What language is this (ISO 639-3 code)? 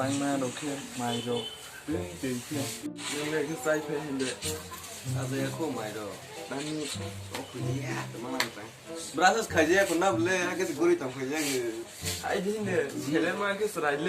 trp